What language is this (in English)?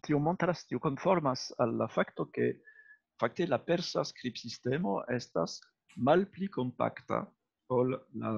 Esperanto